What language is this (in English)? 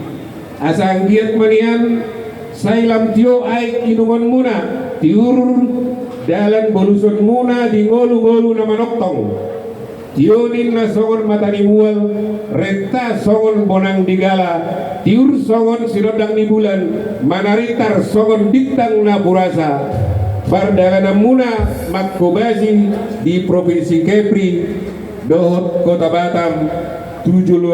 Batak Toba